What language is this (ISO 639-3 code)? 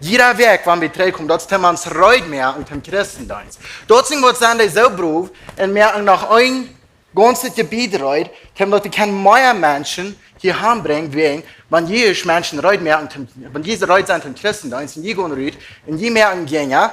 pdt